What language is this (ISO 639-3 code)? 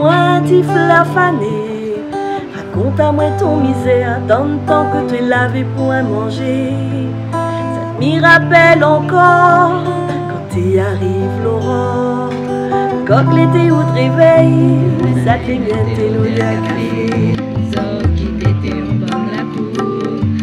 rcf